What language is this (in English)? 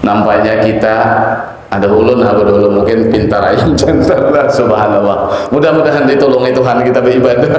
Banjar